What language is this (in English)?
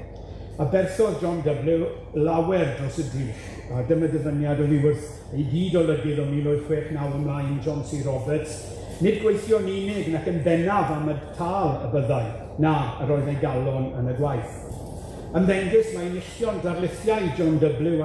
Welsh